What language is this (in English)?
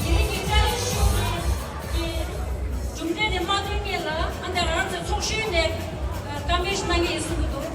Tibetan